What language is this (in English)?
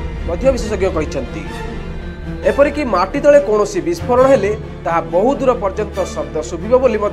Odia